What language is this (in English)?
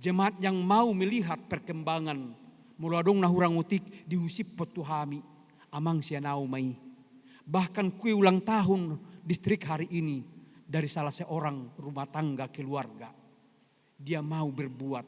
Batak Toba